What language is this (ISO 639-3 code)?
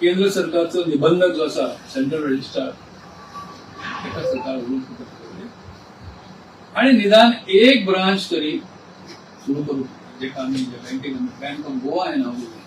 kok